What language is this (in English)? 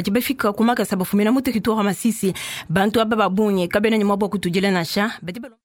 Luba-Lulua